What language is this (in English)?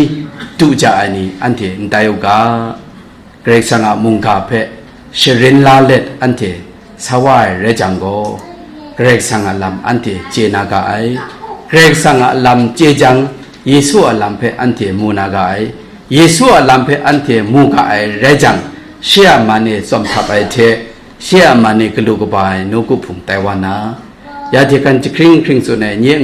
Kachin